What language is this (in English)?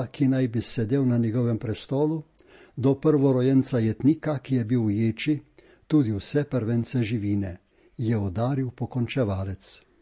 Slovenian